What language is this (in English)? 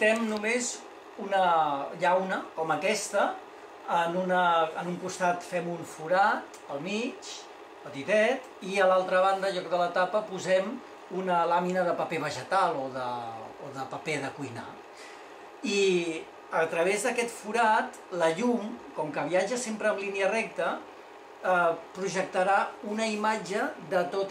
Catalan